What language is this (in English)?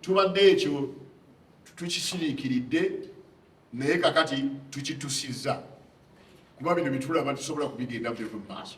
Ganda